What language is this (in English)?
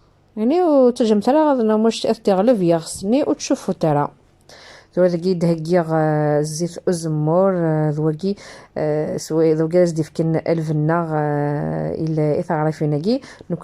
Kabyle